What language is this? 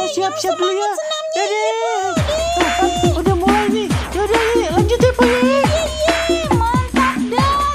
Betawi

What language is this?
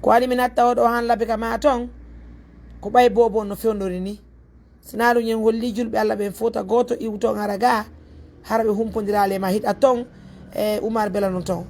Fula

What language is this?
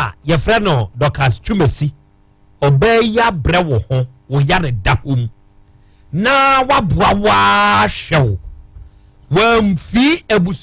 Akan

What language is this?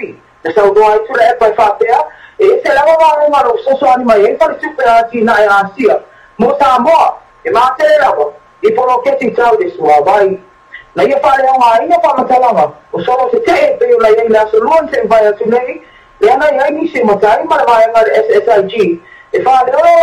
Samoan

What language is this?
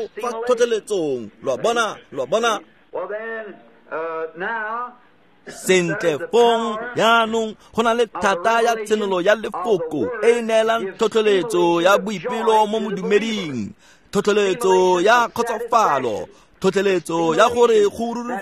Tswana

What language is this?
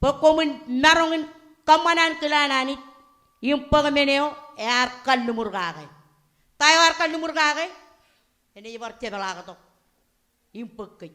Marshallese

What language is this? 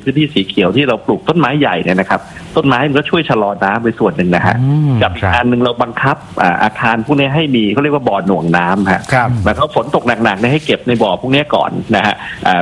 Thai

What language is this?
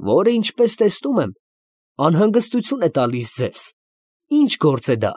Armenian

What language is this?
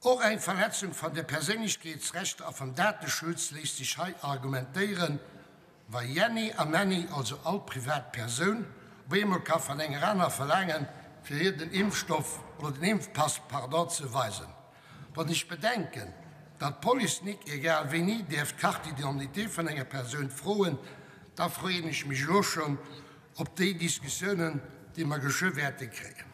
Luxembourgish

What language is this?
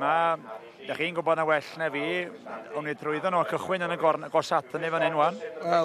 Welsh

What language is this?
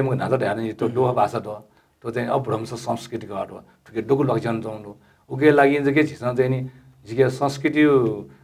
Newari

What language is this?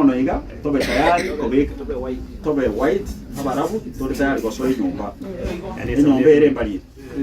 Gusii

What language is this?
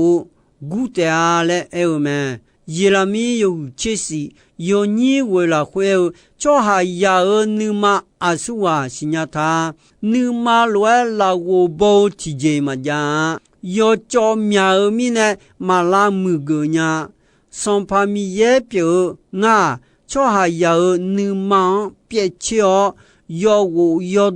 Akha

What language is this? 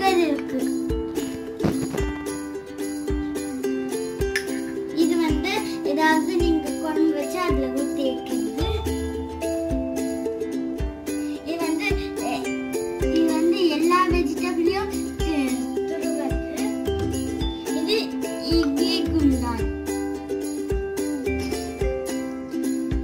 Tamil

